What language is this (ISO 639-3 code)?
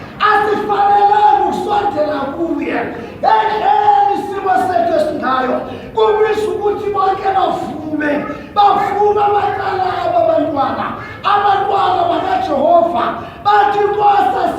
zul